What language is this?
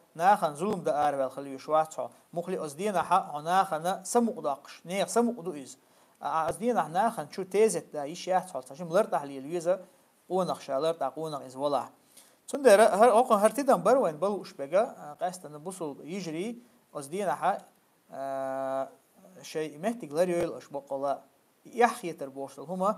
Chechen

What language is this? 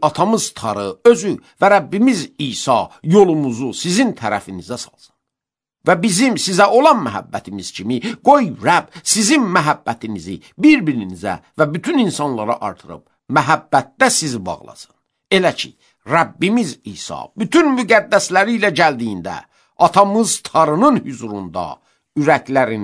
Azerbaijani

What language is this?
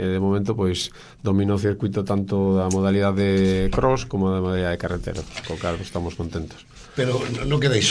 Galician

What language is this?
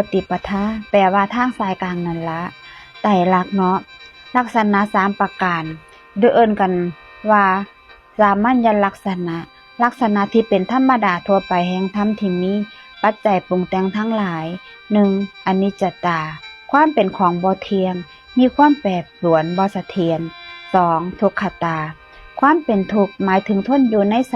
Northeastern Thai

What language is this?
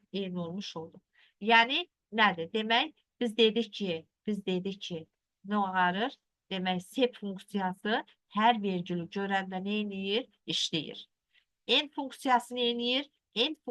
Azerbaijani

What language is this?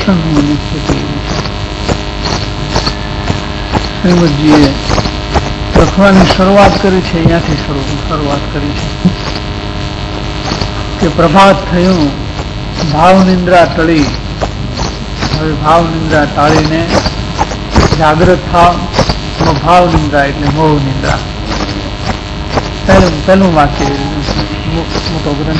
Gujarati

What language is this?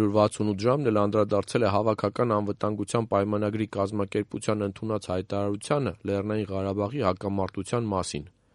Armenian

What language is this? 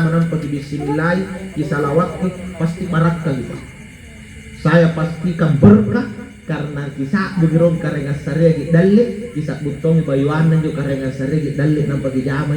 Makasar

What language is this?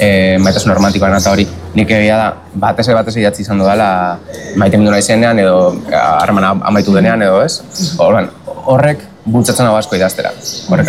Basque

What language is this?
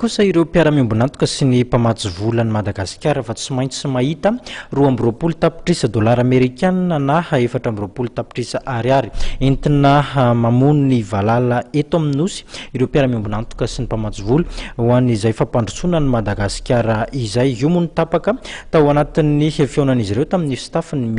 Malagasy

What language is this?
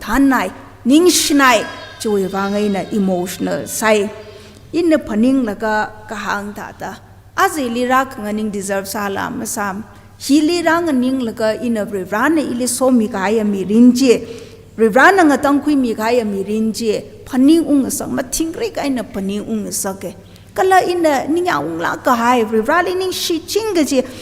Tangkhul Naga (India)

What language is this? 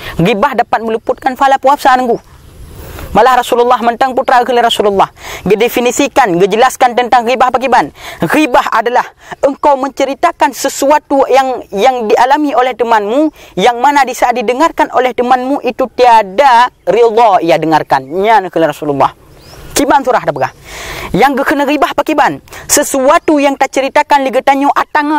Achinese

